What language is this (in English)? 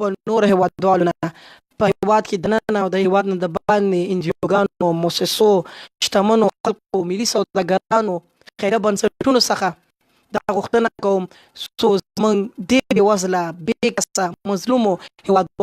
Pashto